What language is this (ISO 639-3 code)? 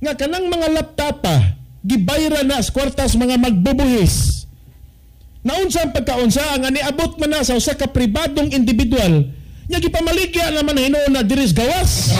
ceb